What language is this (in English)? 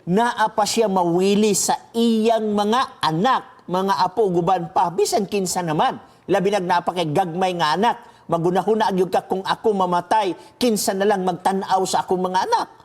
Cebuano